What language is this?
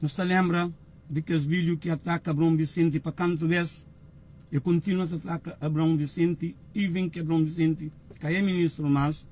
Kabuverdianu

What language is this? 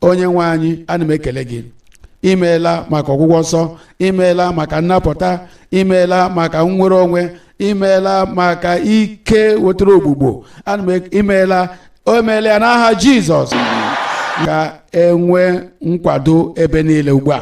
Igbo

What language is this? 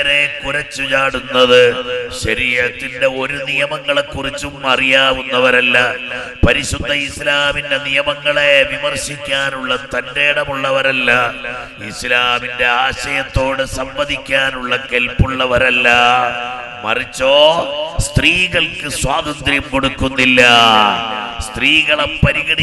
Malayalam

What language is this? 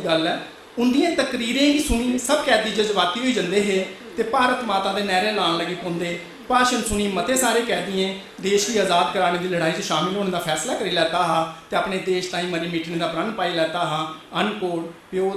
Dogri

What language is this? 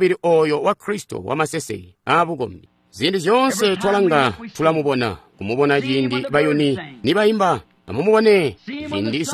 Tonga (Zambia)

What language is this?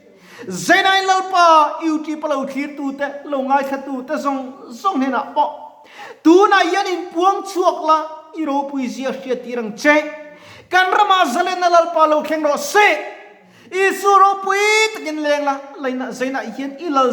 Mizo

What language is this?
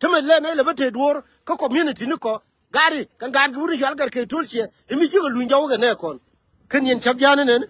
Nuer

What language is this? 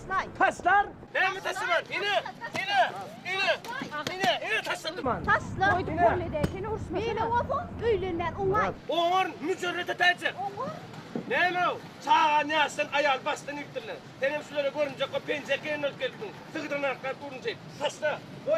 Turkmen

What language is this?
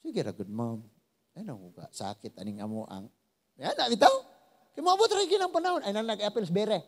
Cebuano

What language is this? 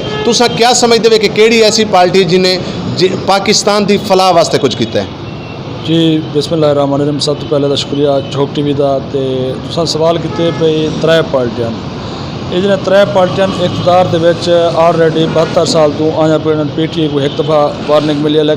Saraiki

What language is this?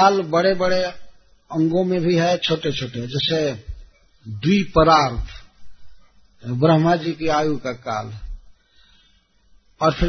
Hindi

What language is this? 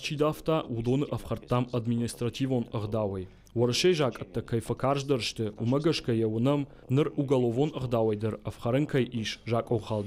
Ossetic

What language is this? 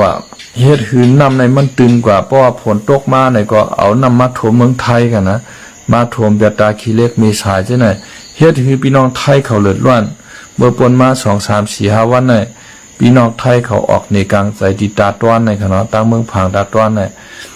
Shan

